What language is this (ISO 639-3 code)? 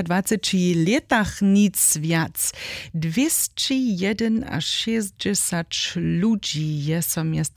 hsb